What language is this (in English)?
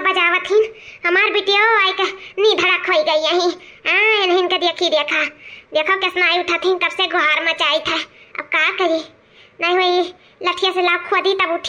Awadhi